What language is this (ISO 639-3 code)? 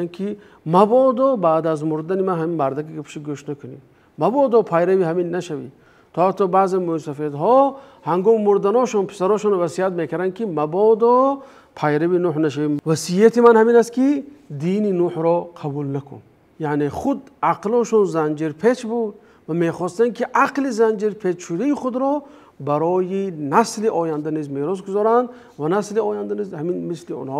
tgk